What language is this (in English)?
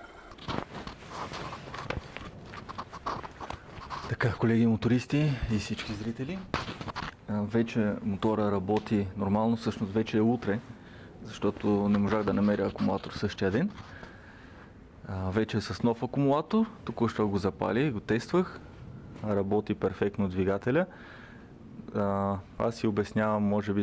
Bulgarian